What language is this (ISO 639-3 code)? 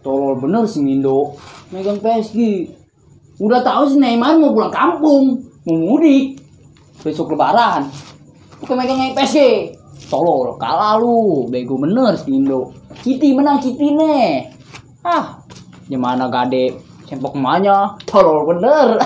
bew